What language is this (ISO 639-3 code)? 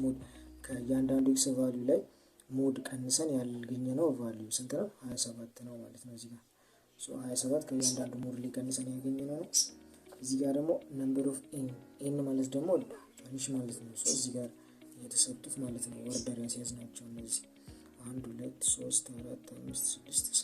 amh